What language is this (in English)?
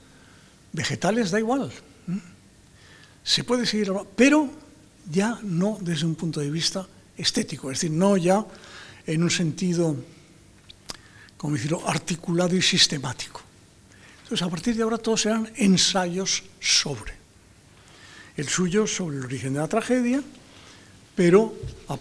Spanish